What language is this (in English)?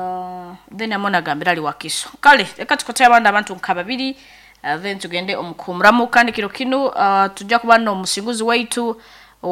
Nyoro